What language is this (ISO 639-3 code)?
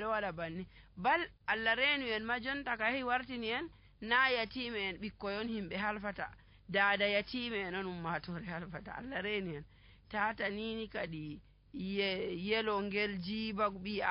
fuv